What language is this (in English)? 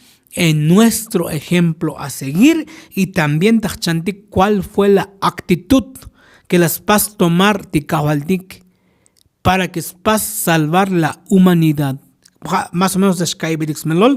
Tzotzil